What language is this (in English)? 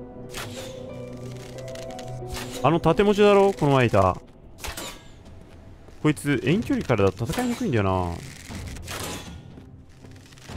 Japanese